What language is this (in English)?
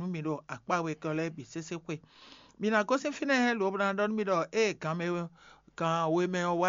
Fon